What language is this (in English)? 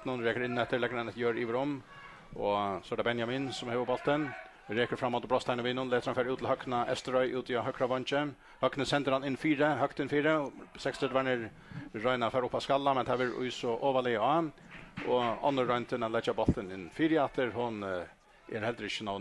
Faroese